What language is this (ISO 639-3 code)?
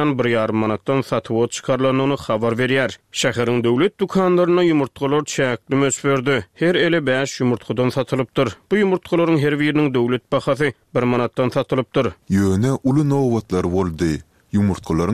tuk